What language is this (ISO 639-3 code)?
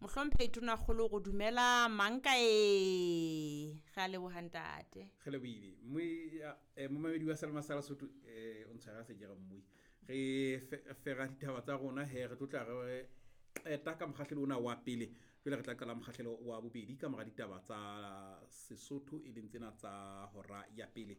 sot